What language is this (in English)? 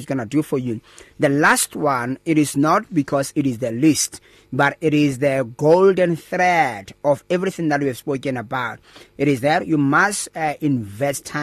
English